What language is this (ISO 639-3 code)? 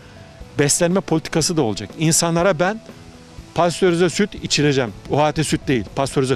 tur